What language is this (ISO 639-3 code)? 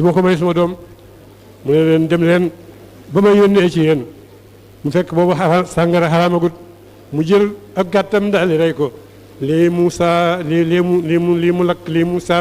wol